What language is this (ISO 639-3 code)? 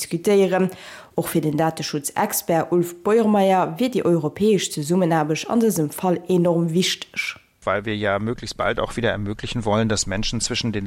ltz